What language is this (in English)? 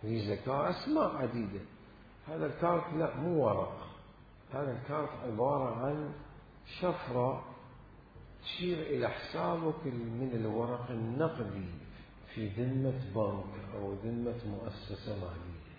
Mesopotamian Arabic